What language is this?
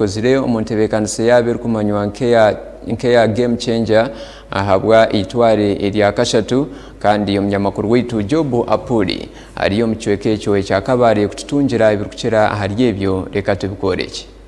Nyankole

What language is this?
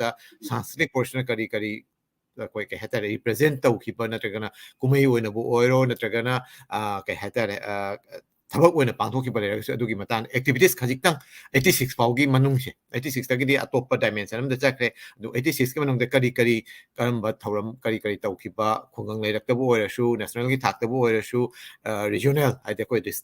Manipuri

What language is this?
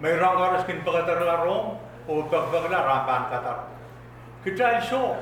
Pohnpeian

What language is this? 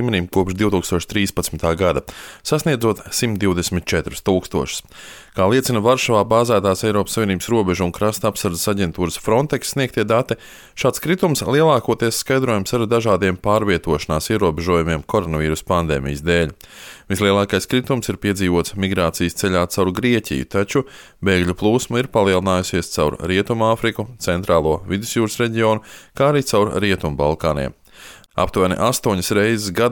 Latvian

